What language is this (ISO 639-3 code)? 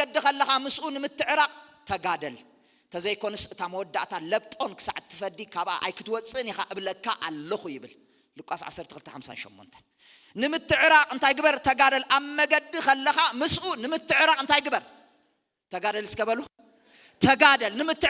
tir